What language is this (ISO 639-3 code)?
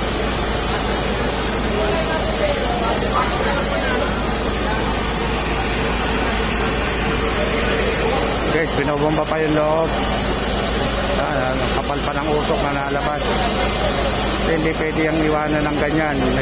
fil